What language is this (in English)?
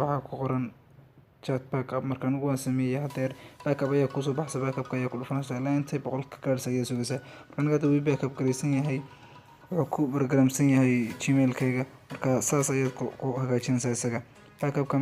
Somali